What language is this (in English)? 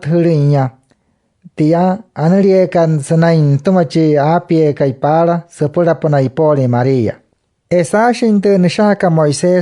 Wayuu